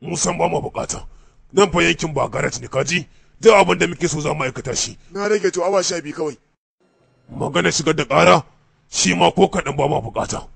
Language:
Hausa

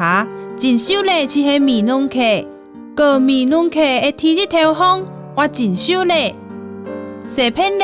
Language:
Hakka Chinese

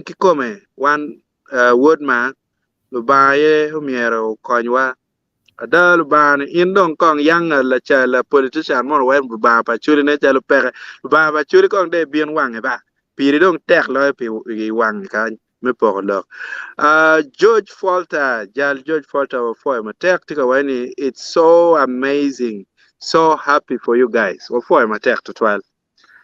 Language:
Acoli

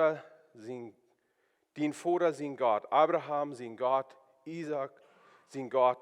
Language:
Plautdietsch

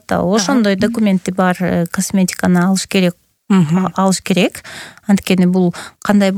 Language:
Kyrgyz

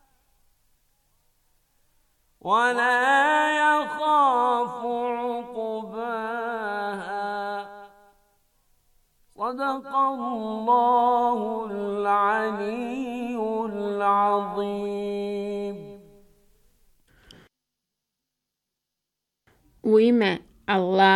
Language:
Bosnian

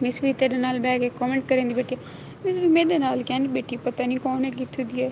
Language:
Saraiki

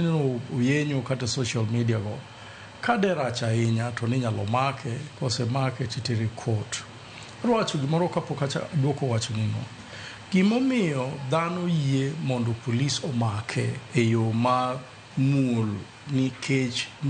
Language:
Luo (Kenya and Tanzania)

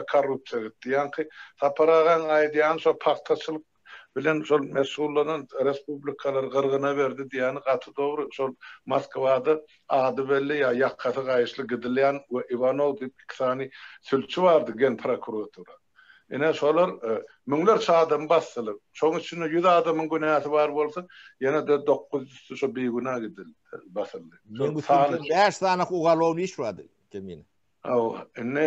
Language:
Turkmen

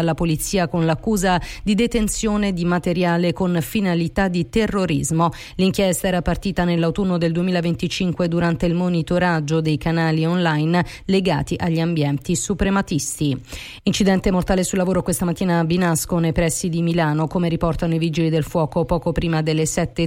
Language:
Italian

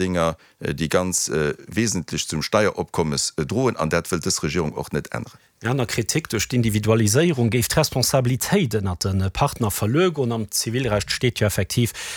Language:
Luxembourgish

